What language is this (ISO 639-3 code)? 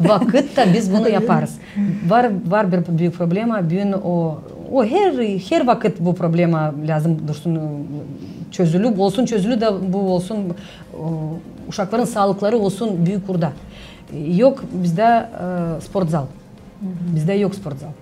gag